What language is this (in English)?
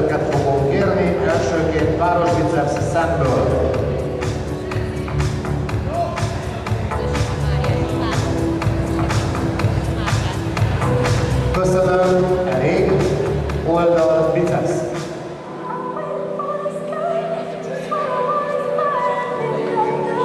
Hungarian